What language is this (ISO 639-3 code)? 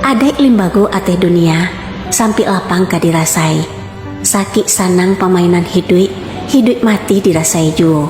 min